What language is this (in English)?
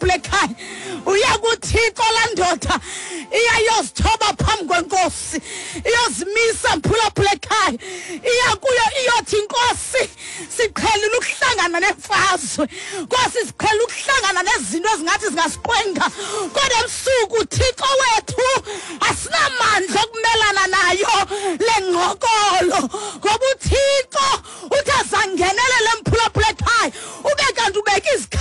Xhosa